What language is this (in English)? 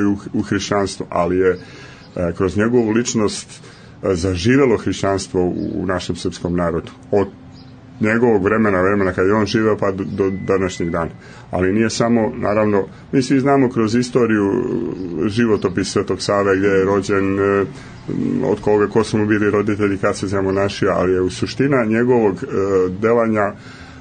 Serbian